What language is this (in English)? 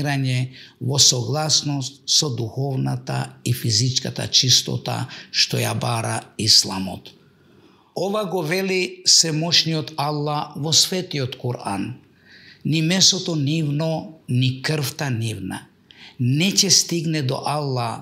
Macedonian